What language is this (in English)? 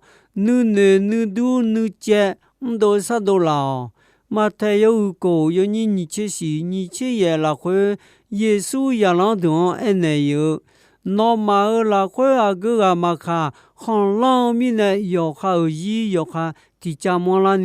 Akha